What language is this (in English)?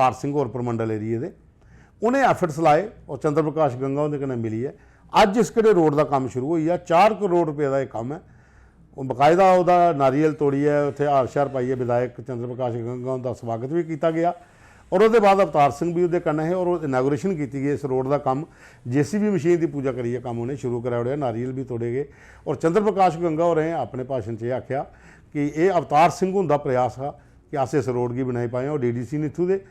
Dogri